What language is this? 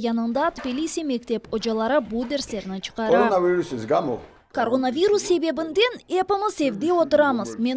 Crimean Tatar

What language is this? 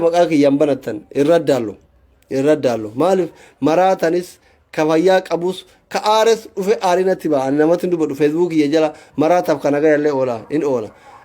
Oromo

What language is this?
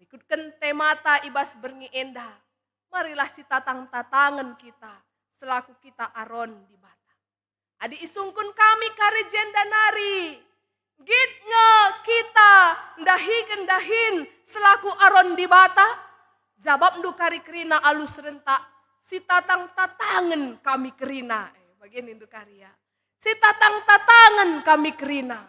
Batak Karo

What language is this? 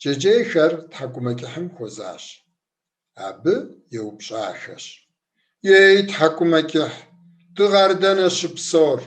Kabardian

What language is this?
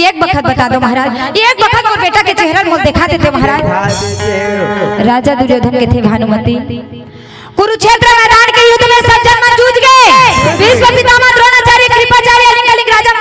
Chhattisgarhi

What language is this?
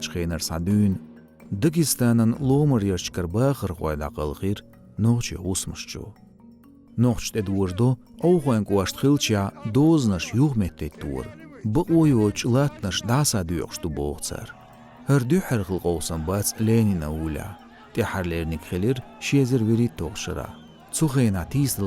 Chechen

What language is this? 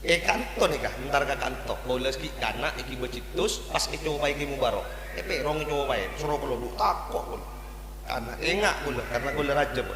Madurese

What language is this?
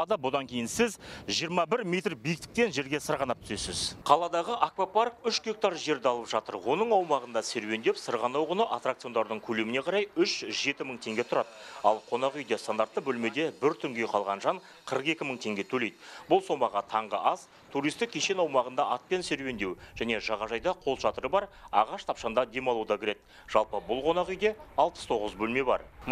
Kazakh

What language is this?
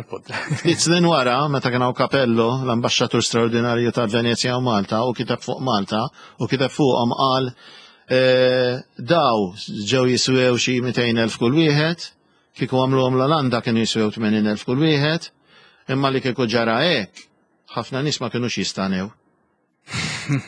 Maltese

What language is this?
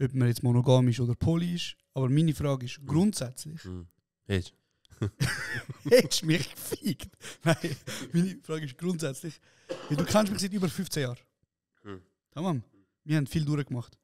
Swiss German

